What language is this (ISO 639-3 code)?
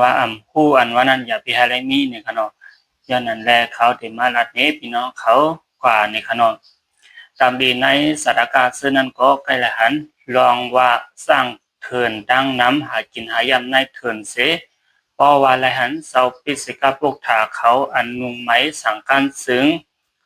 shn